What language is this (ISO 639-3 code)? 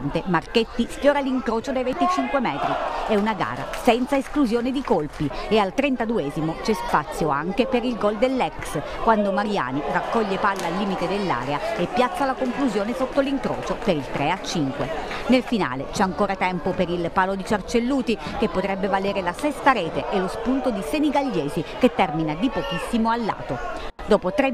ita